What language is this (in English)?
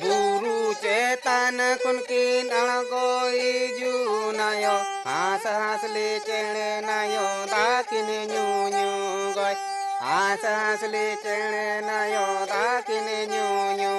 Santali